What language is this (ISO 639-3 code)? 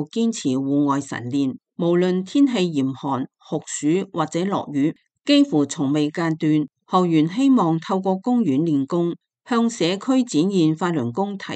yue